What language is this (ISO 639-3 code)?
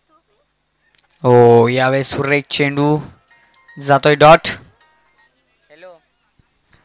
mar